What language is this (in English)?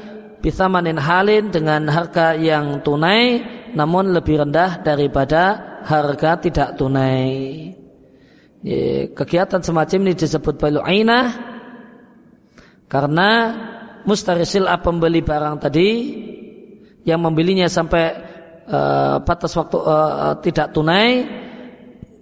Indonesian